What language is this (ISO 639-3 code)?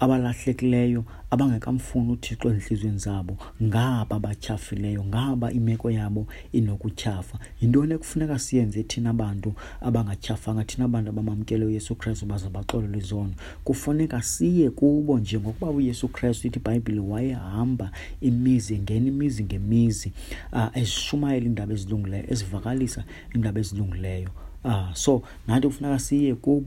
xho